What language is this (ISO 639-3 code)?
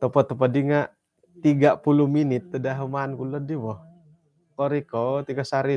dtp